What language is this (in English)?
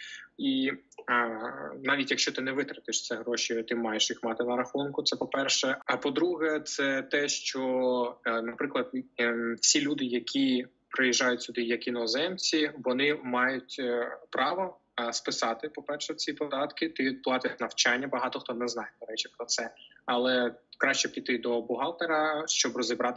Ukrainian